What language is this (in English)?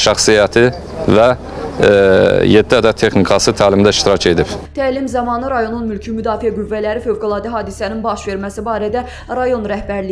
Azerbaijani